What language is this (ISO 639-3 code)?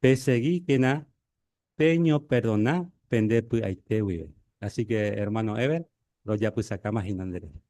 grn